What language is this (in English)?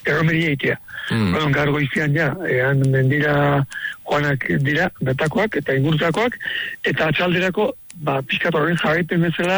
Basque